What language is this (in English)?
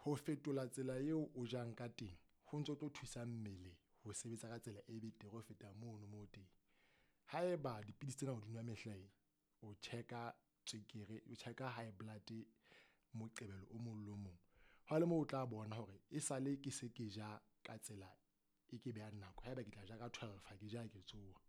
Southern Sotho